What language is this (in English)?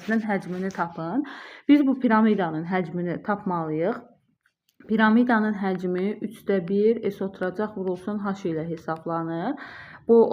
Azerbaijani